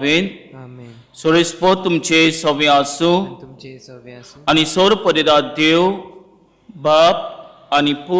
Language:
Konkani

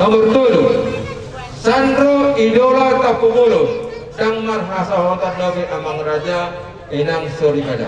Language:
Batak Toba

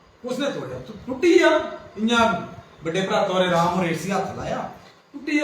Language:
Dogri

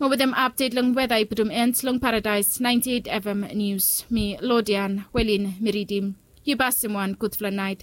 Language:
Bislama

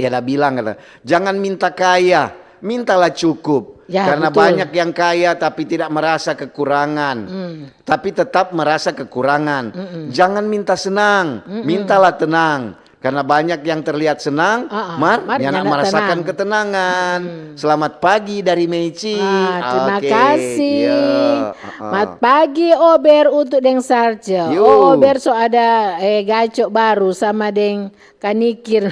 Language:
Manado Malay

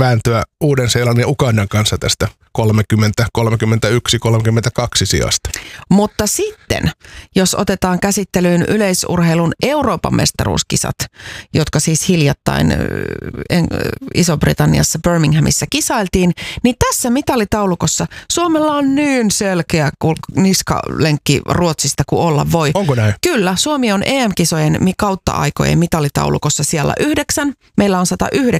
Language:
Finnish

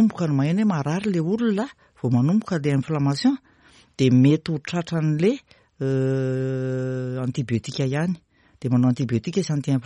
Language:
Malagasy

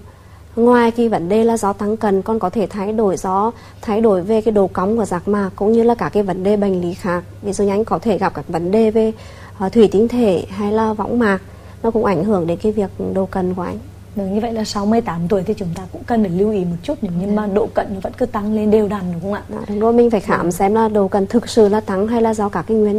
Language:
Vietnamese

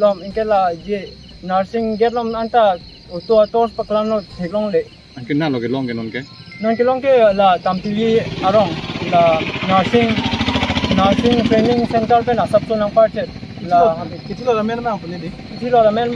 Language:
Karbi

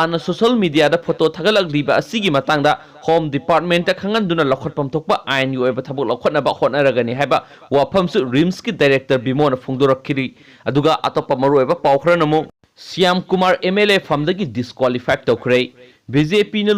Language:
Manipuri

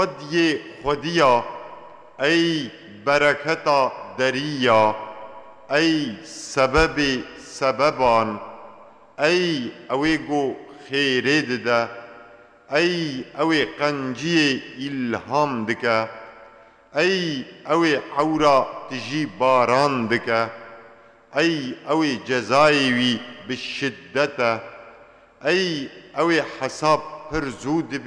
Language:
Kurdish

